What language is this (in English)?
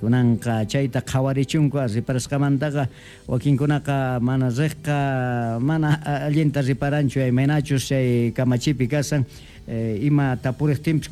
Quechua